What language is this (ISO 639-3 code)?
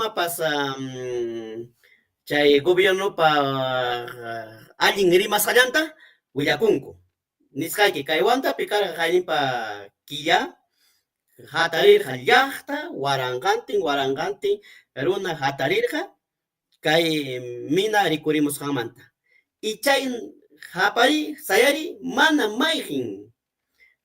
quy